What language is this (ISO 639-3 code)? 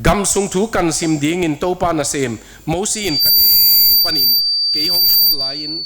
ctd